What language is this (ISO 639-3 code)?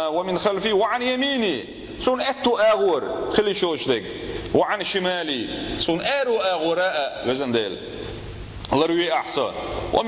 che